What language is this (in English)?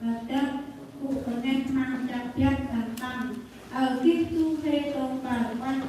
Central Mnong